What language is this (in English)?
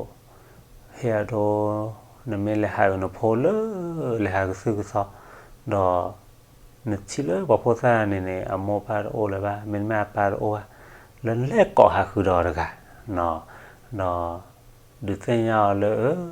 S'gaw Karen